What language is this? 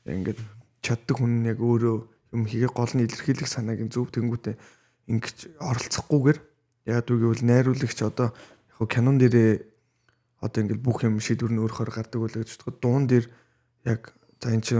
Mongolian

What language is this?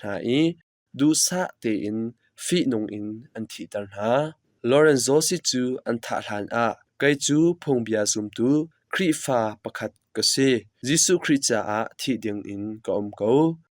Hakha Chin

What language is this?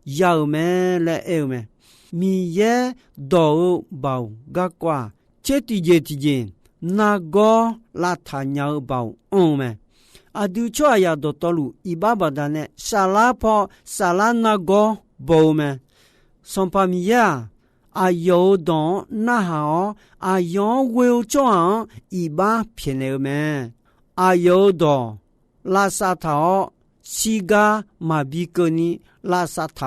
Akha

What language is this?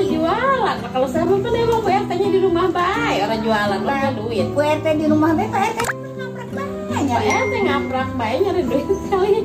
Betawi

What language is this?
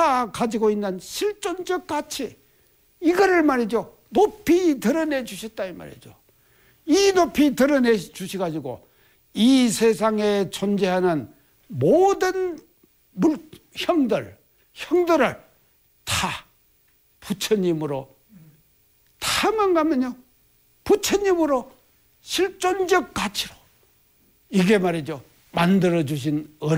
Korean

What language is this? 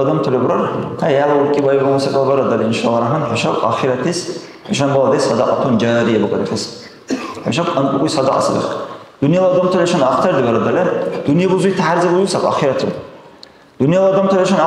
Dargwa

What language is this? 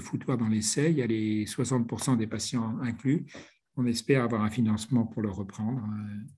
French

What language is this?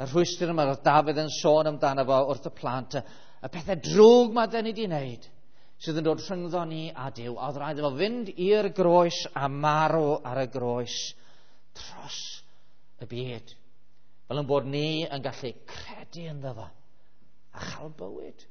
Welsh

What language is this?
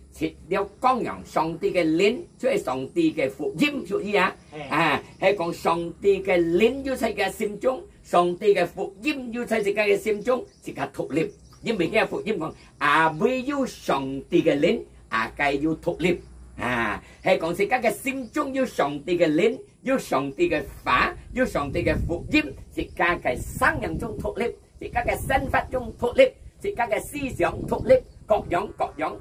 Hakka Chinese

